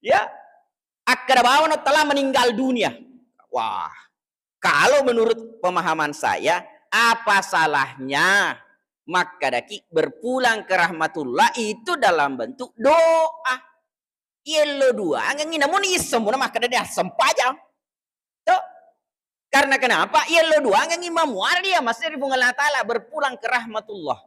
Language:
Buginese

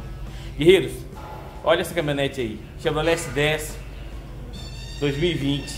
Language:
Portuguese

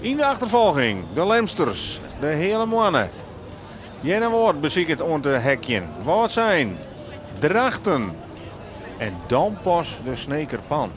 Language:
Western Frisian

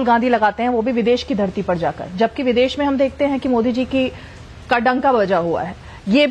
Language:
Hindi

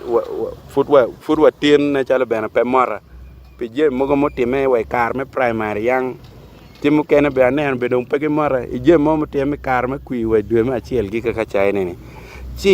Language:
Acoli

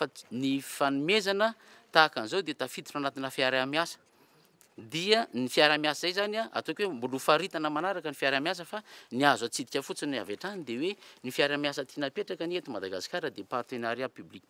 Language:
Malagasy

